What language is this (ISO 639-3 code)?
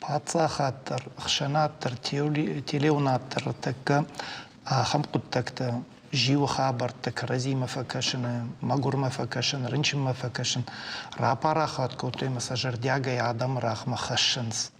oss